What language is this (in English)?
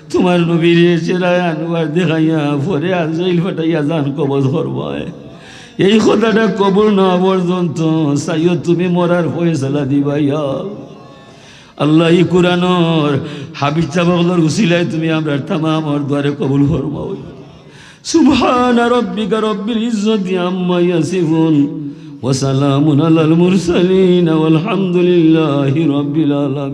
Sylheti